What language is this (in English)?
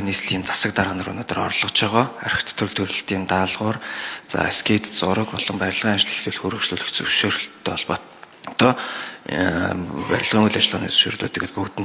Mongolian